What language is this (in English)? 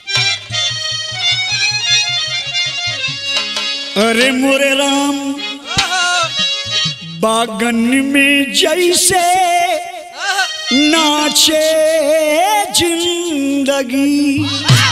Bhojpuri